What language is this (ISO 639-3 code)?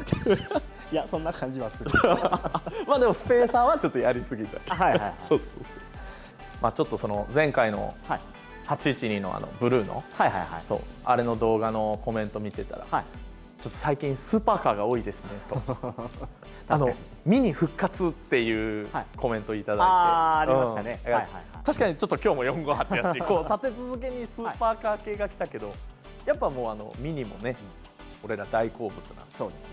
jpn